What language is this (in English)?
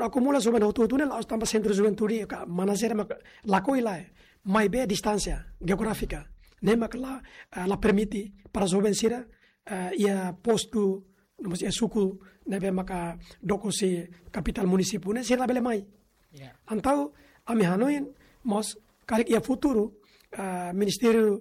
Tetum